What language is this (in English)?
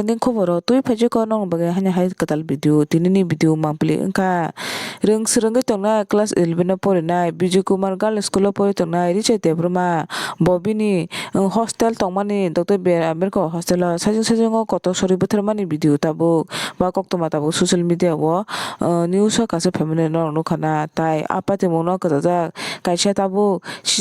Kok Borok